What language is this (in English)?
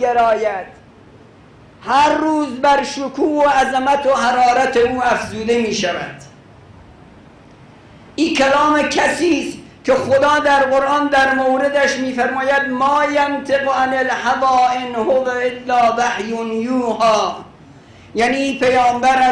Persian